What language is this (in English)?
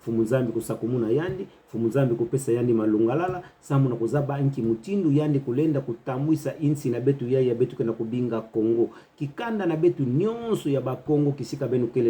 Kituba (Democratic Republic of Congo)